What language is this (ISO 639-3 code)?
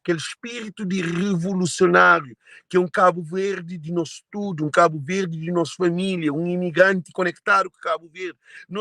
kea